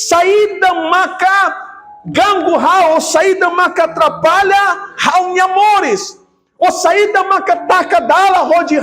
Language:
Tetum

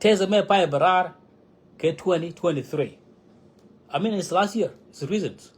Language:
Nuer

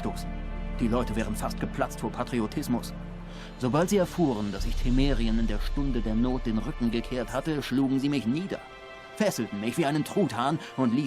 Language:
Swiss German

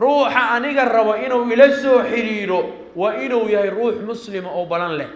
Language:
Somali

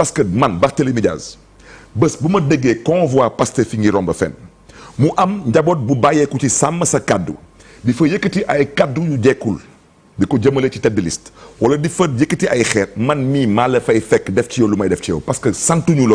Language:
Wolof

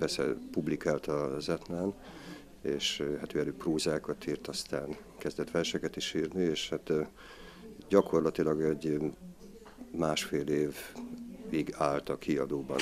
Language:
Hungarian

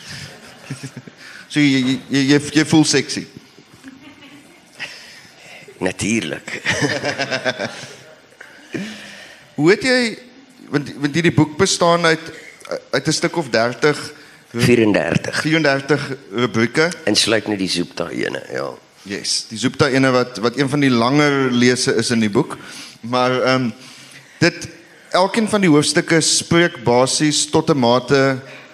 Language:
Afrikaans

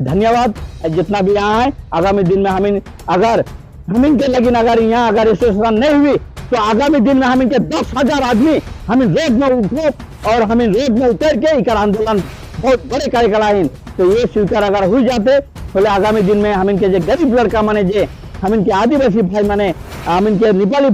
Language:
Sadri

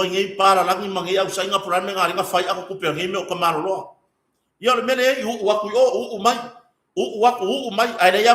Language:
Samoan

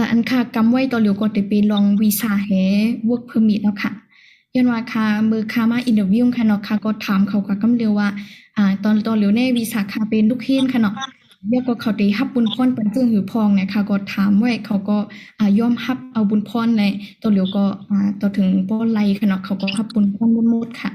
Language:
Shan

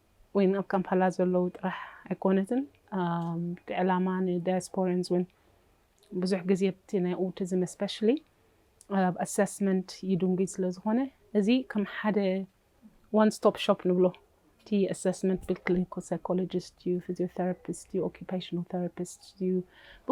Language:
Tigrinya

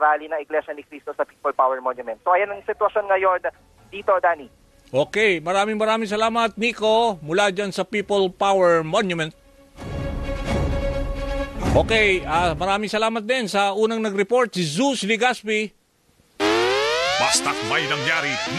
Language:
Filipino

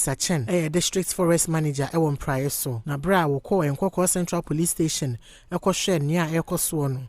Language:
Akan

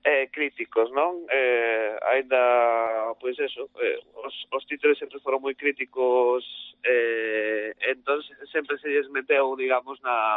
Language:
Galician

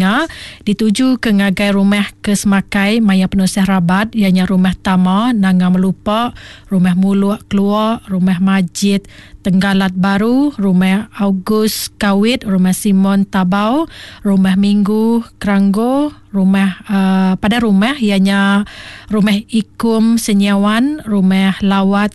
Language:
Iban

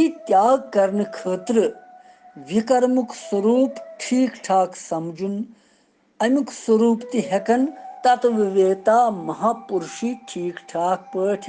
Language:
Kashmiri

